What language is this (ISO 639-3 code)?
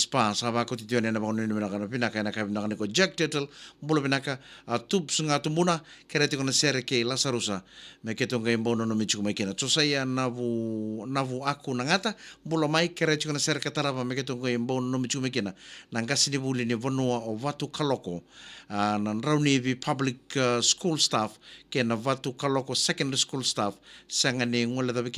fij